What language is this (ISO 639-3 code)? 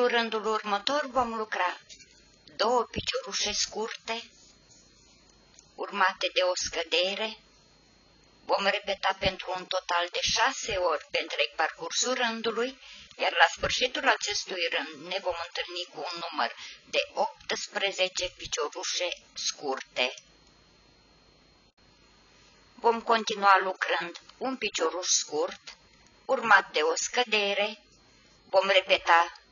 ron